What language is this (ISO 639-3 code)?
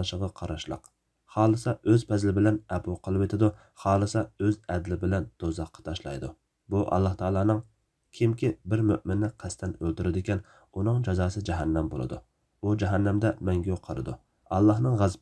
uig